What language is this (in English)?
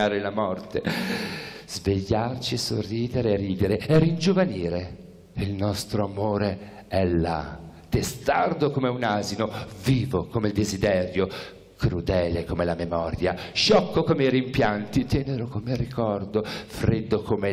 Italian